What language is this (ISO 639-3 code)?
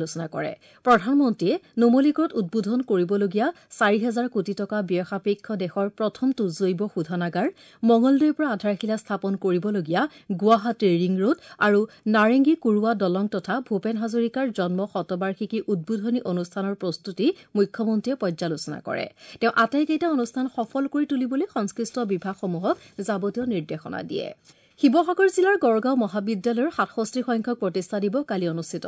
asm